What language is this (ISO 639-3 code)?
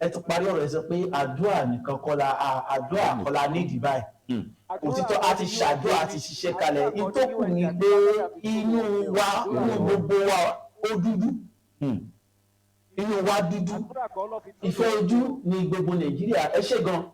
yor